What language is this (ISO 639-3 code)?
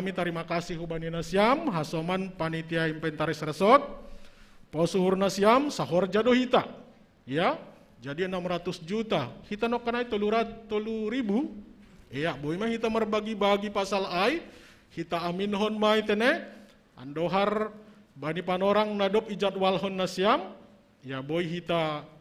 bts